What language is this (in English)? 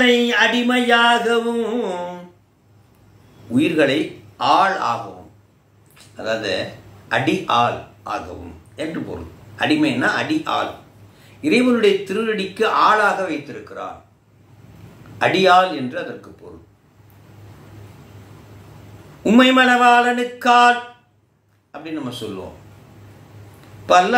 Tamil